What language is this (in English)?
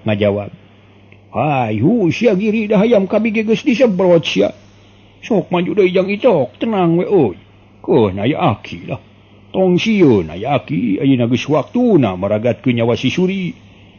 Sundanese